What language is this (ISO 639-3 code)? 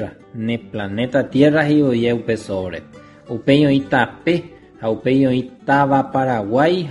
grn